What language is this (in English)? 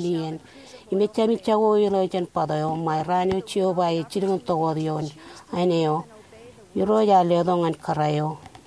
Marshallese